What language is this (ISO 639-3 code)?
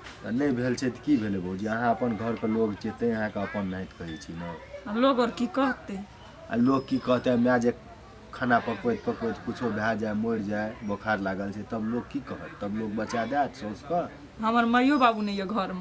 mai